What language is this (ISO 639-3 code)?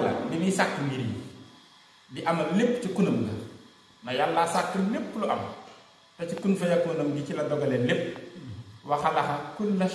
wol